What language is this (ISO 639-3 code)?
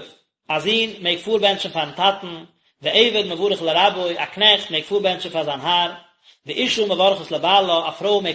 yid